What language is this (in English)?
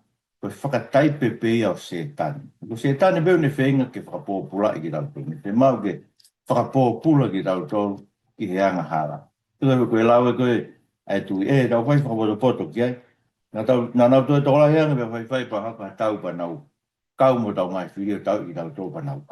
Tongan